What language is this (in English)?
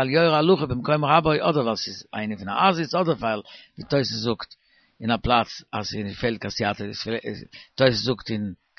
Yiddish